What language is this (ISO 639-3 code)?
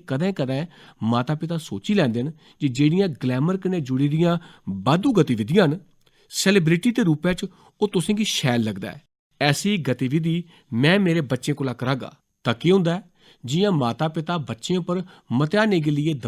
doi